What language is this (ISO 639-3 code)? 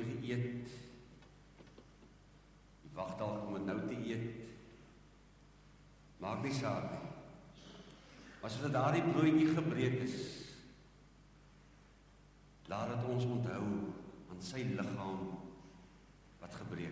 afr